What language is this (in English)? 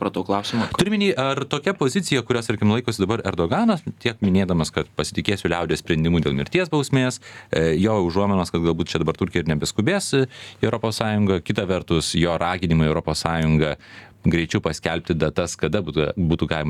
Lithuanian